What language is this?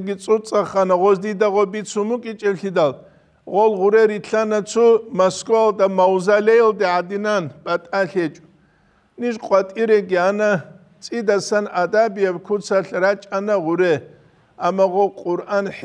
Avaric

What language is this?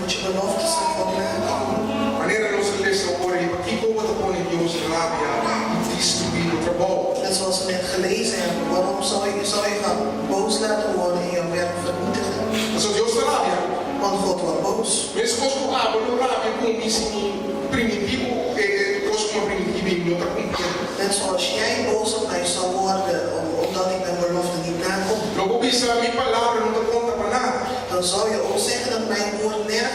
Papiamento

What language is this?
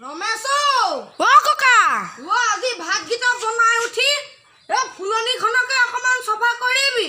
Assamese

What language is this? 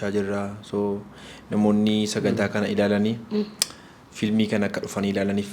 Oromo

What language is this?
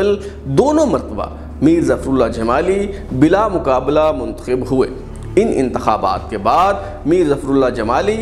Urdu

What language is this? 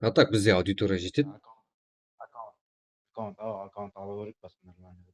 Kara-Kalpak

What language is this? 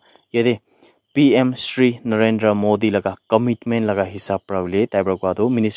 Naga Pidgin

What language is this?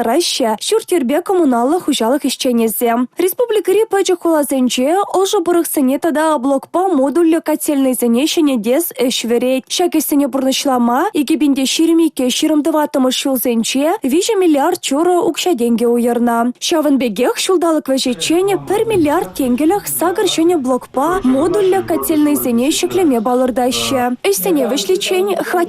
Chuvash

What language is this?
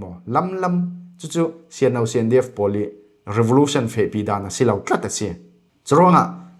Falam Chin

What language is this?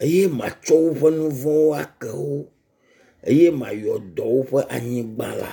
Ewe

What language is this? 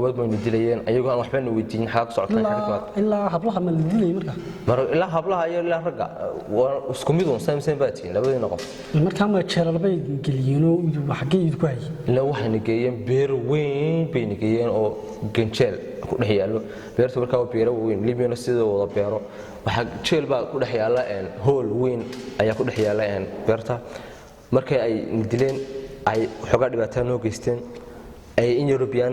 Somali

